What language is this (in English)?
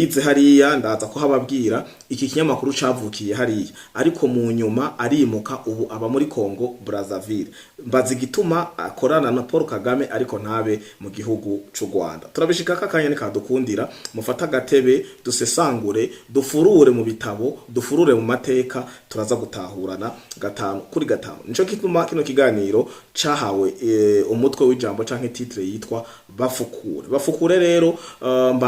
Rundi